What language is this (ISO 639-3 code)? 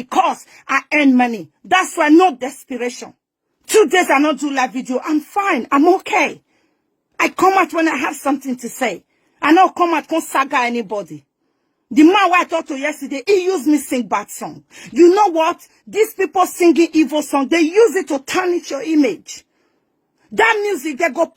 pcm